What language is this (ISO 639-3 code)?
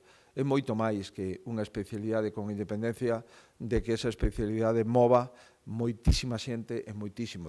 glg